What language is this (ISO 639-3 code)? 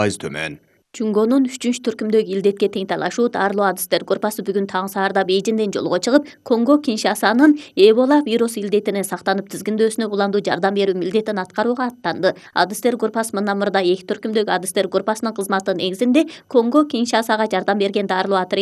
kir